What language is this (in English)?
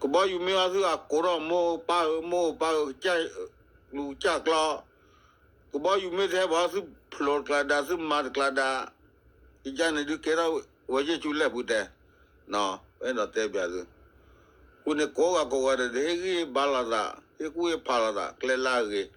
S'gaw Karen